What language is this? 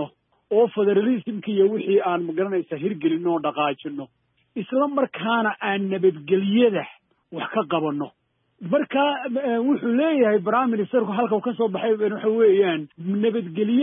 Somali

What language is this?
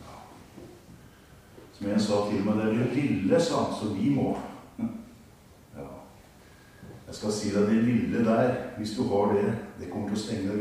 Norwegian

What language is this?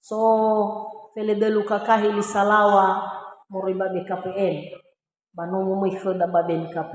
Nias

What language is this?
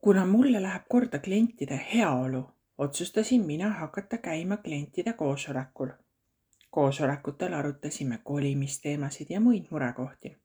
Estonian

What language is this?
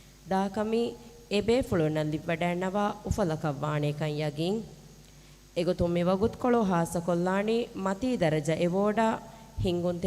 Divehi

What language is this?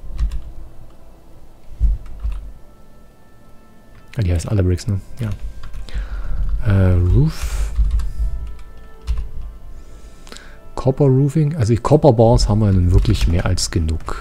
German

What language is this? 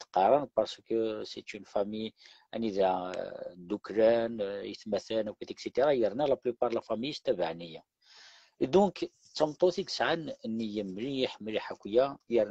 Kabyle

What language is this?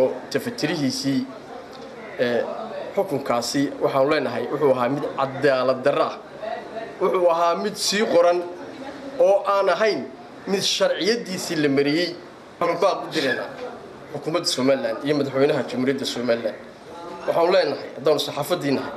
Somali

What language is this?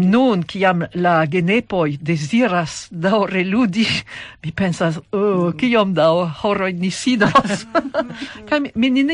Esperanto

